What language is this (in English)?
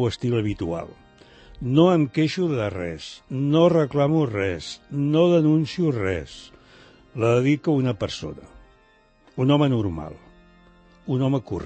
Catalan